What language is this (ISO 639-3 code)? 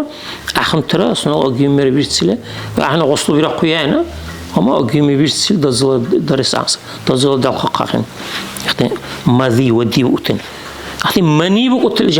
dar